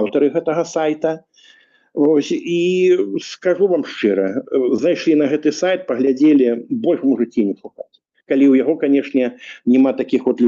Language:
Belarusian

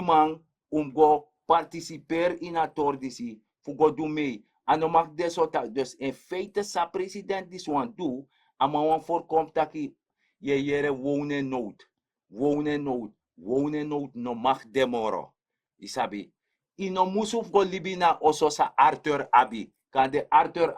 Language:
Sranan Tongo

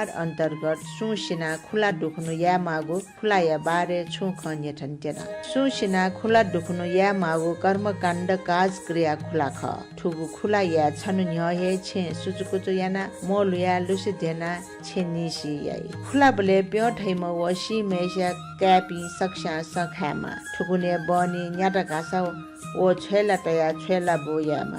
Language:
Newari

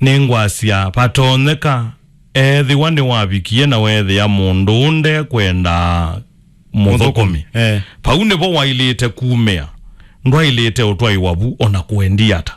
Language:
Kamba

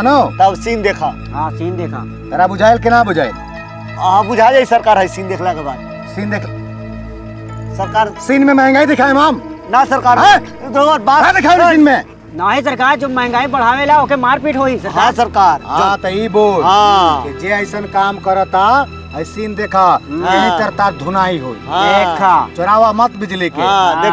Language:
Bhojpuri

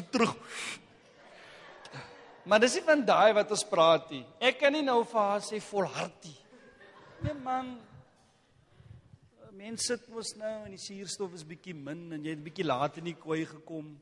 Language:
Afrikaans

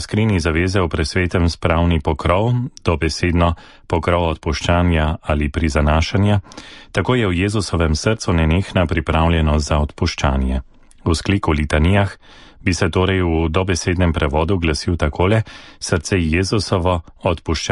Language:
Slovenian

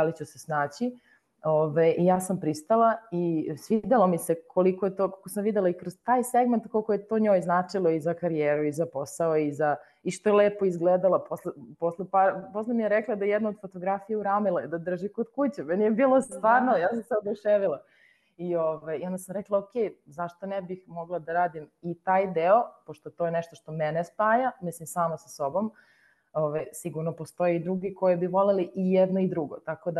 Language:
Serbian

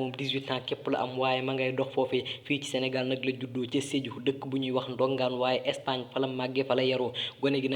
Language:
Wolof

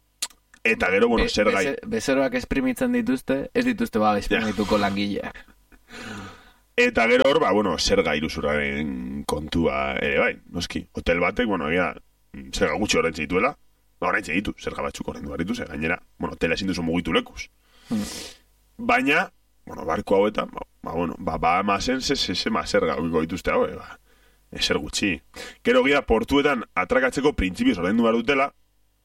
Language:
Basque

